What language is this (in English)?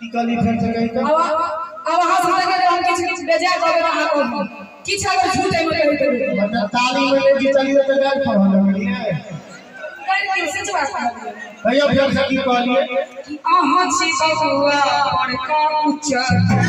Maithili